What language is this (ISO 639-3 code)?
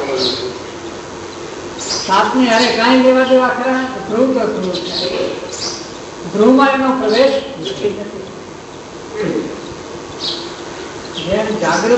guj